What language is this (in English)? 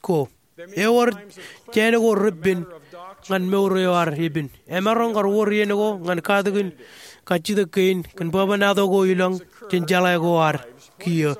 Marshallese